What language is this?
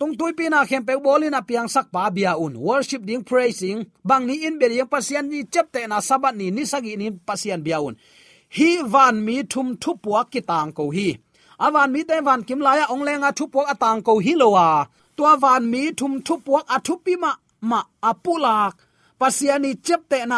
Tedim Chin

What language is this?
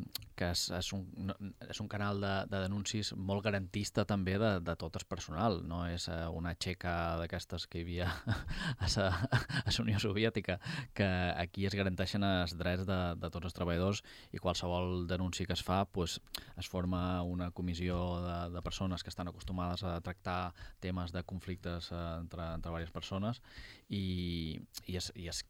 Catalan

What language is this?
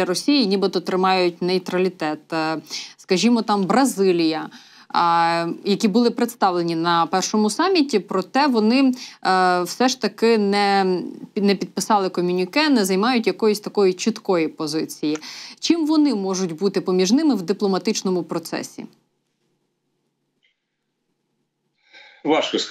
Ukrainian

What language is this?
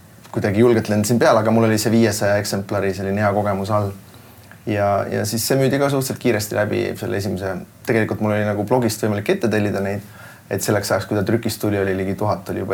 Estonian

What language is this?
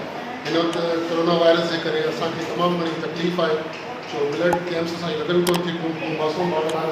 Sindhi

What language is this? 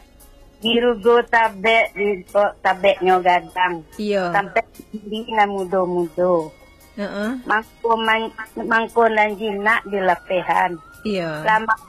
Minangkabau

